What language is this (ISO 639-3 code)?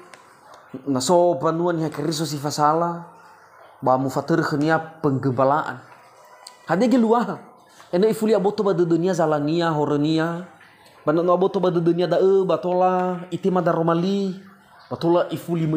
nia